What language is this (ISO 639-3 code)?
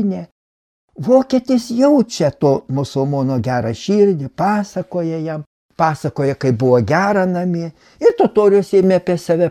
lit